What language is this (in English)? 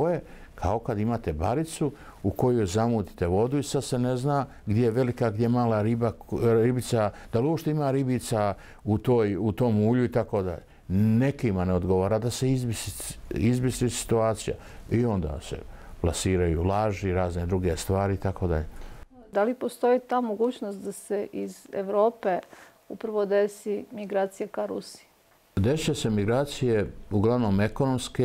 Bosnian